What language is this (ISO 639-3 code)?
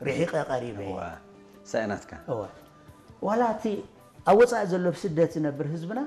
tir